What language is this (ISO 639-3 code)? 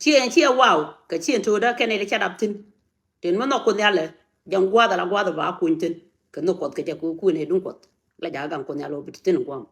nus